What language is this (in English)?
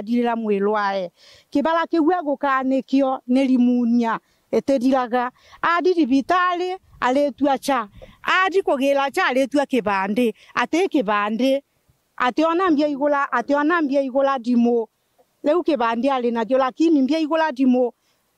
Meru